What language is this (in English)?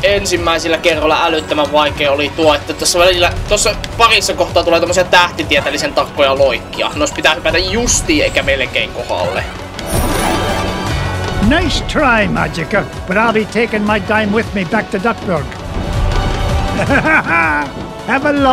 Finnish